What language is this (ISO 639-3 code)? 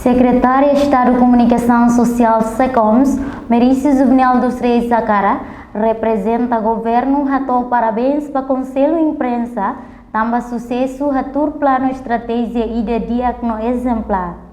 tet